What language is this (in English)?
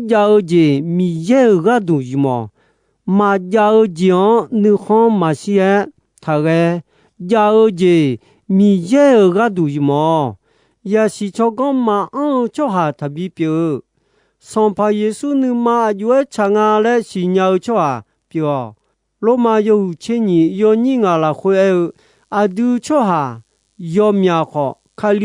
Akha